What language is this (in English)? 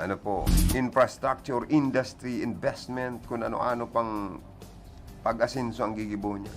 Bikol